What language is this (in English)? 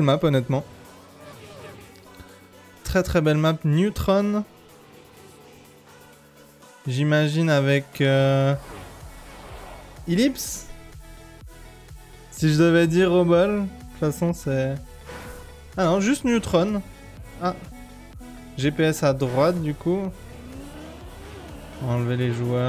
French